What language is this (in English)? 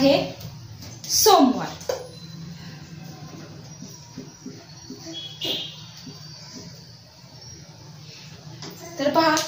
Marathi